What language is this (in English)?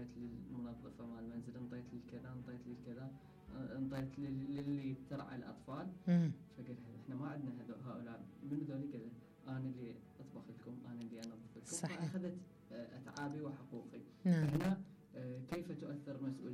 Mesopotamian Arabic